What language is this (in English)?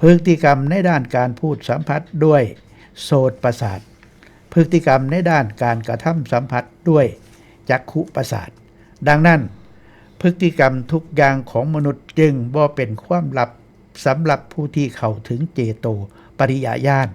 Northeastern Thai